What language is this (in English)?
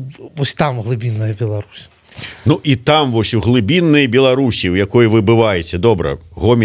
Belarusian